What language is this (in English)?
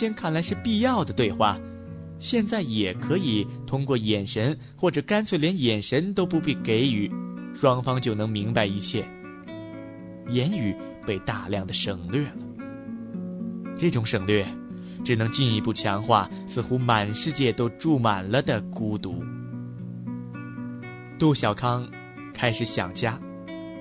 Chinese